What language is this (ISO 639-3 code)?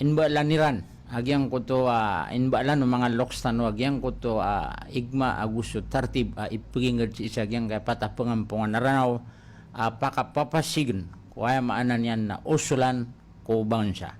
mrw